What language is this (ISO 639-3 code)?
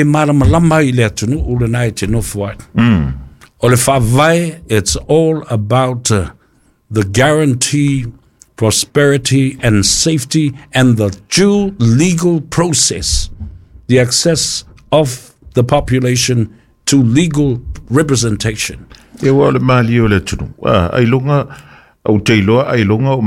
smo